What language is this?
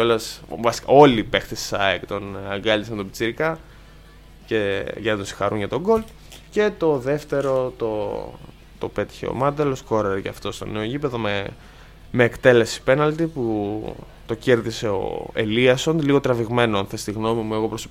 Greek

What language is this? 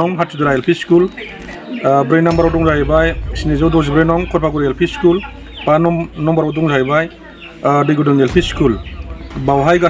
Bodo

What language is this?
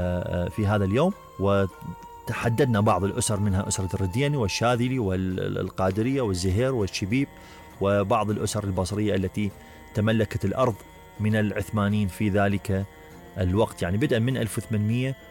Mesopotamian Arabic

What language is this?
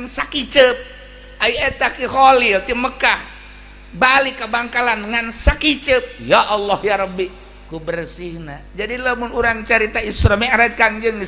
Sundanese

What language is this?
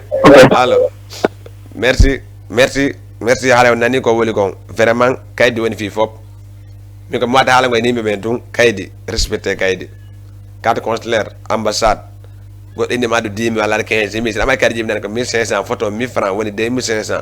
Fula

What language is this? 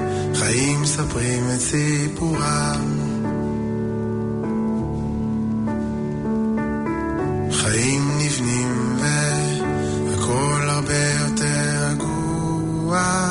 Hebrew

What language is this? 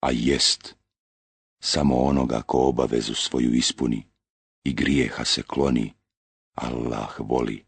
Bosnian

